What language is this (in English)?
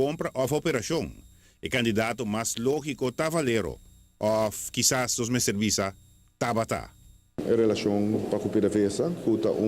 Papiamento